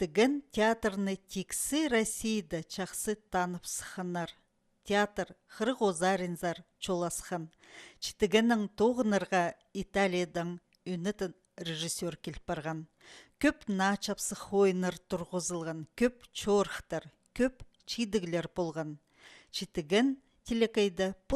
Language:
Khakas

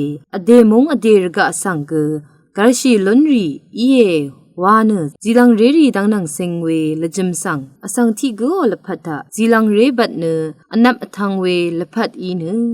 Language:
Rawang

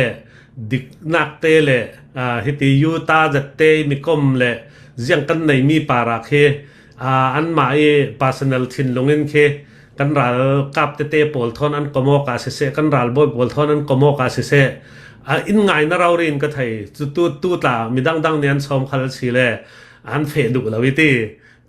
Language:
Hakha Chin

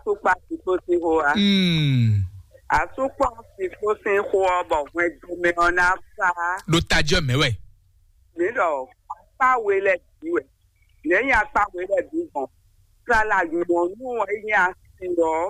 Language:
Fon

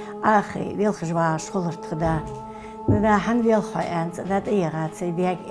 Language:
Ingush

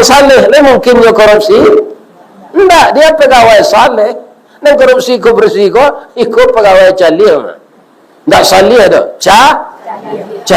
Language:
Minangkabau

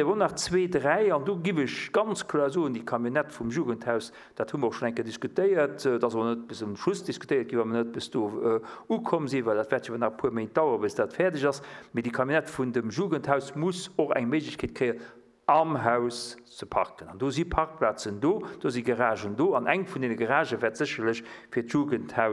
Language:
Luxembourgish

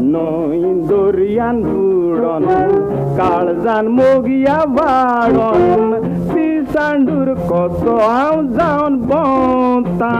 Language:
Konkani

